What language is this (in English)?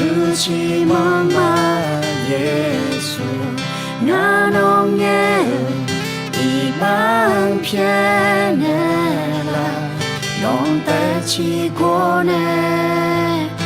Akha